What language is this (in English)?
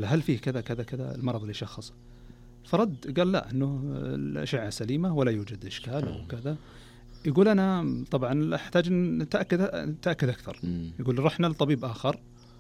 Najdi Arabic